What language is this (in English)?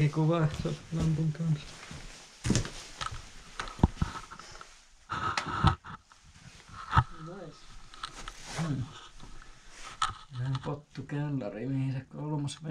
Finnish